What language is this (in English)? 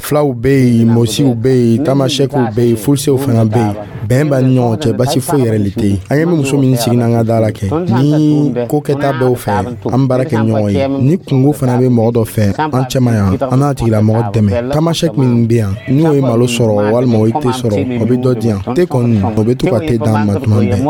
Dyula